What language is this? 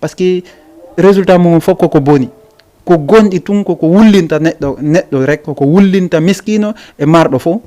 Fula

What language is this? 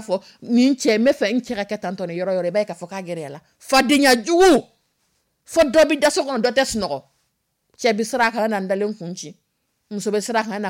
Dyula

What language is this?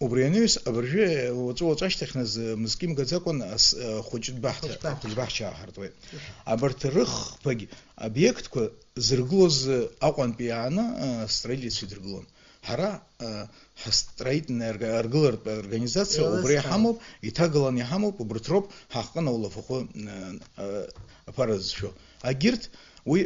Abkhazian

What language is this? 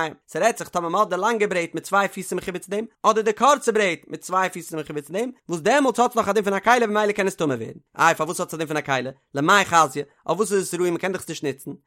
Yiddish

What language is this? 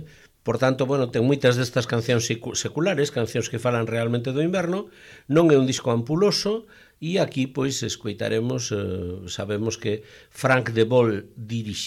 Galician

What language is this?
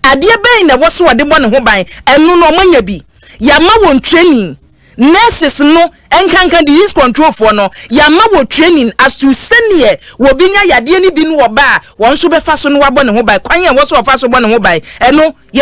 Akan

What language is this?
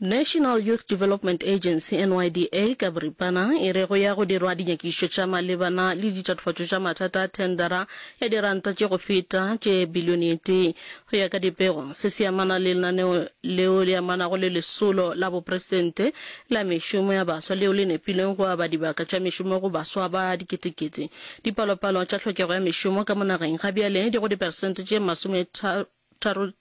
Northern Sotho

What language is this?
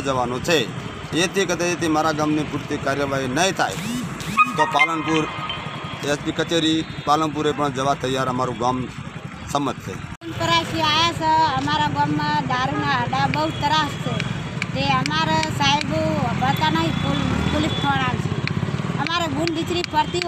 Gujarati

